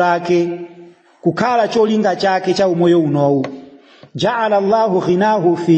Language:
Nyanja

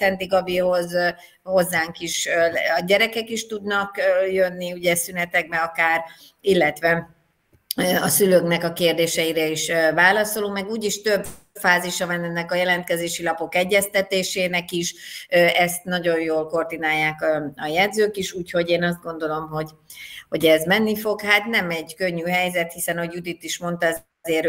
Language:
Hungarian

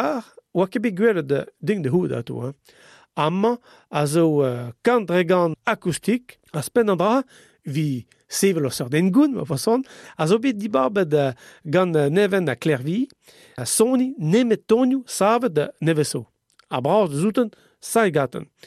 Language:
Breton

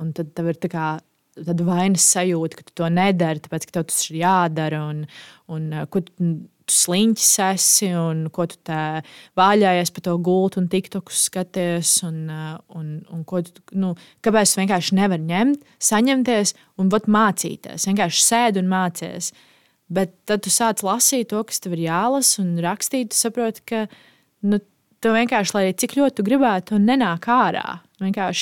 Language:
Latvian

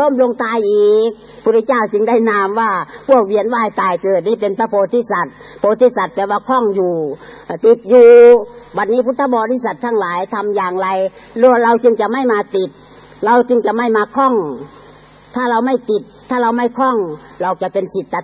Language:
Thai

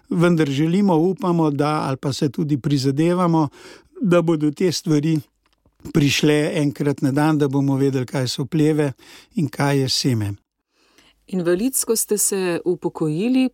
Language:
Slovenian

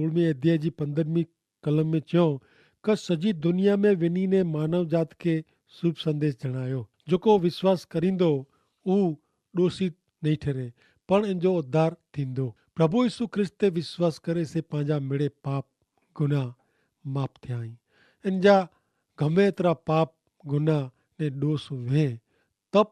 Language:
Kachhi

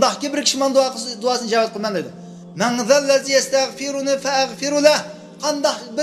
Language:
Uyghur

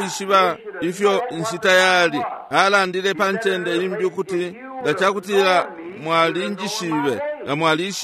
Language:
Bemba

